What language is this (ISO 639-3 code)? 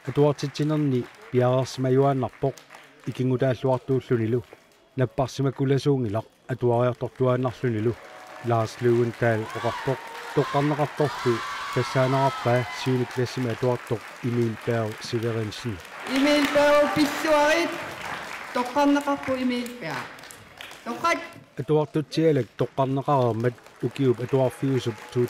kal